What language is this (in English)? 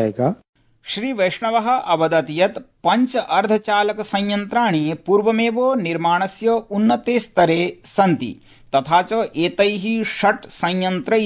Sanskrit